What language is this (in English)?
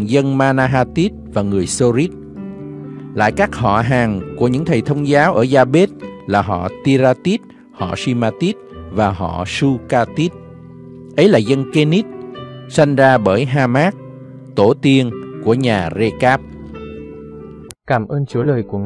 Vietnamese